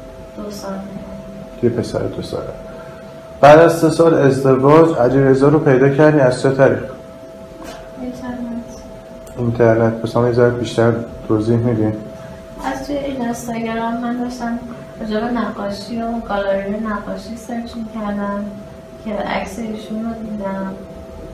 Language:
Persian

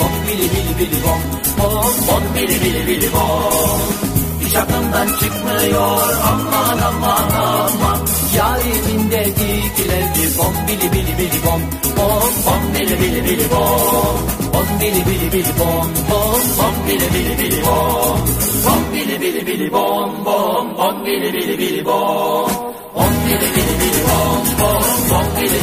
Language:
Turkish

